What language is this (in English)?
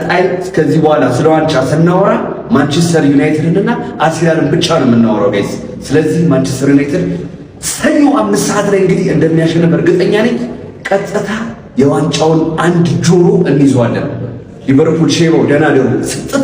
Amharic